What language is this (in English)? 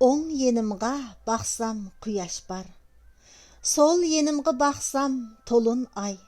Uyghur